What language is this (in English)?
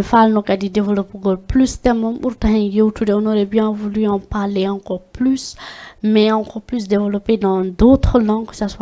Fula